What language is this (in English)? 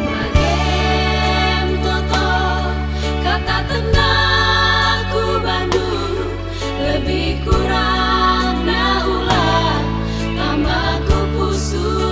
Batak Karo